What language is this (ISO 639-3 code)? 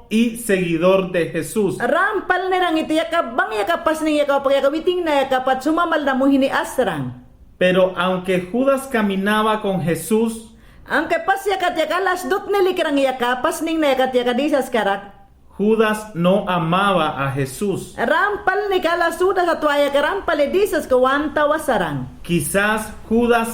yan